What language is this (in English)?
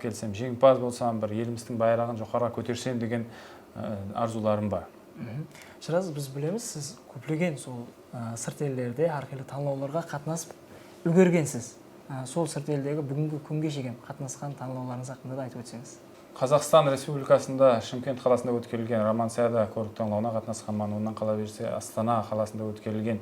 Kara-Kalpak